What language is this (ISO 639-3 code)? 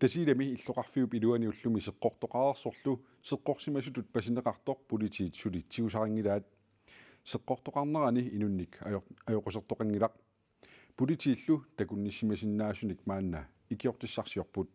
kal